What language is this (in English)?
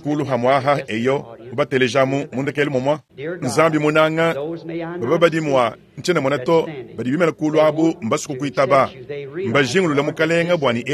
Luba-Lulua